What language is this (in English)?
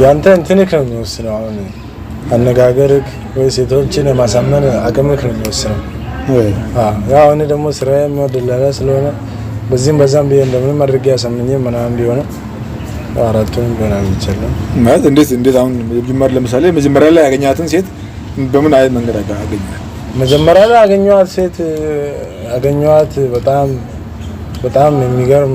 Amharic